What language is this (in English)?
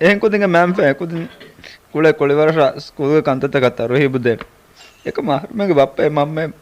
Divehi